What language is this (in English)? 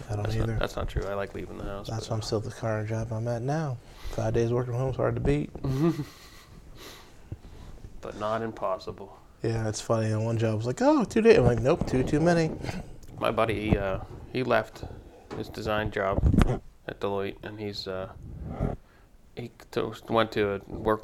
English